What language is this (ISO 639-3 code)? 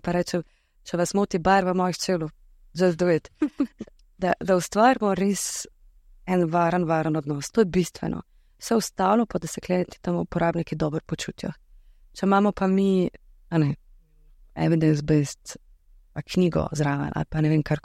slv